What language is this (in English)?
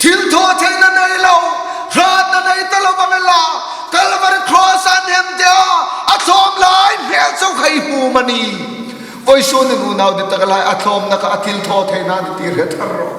Hmar